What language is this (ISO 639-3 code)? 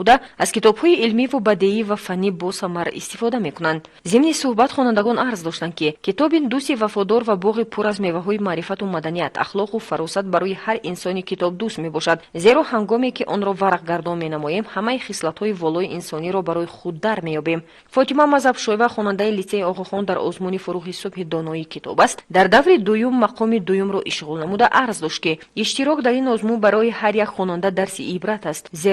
tgk